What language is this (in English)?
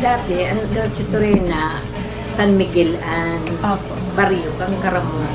Bikol